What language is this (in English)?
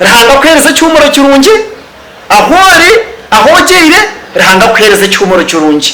Nyankole